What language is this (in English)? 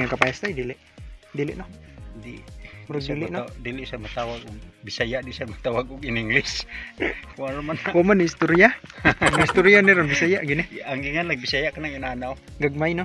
Cebuano